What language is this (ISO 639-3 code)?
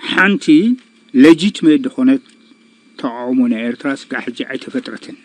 tir